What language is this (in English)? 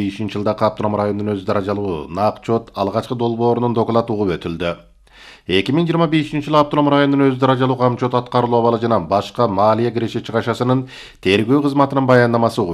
Kyrgyz